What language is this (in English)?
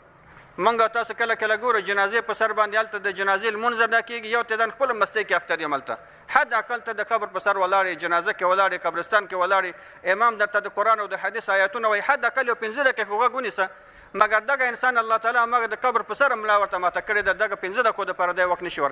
Pashto